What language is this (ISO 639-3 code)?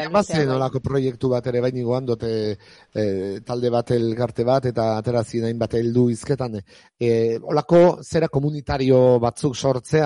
eus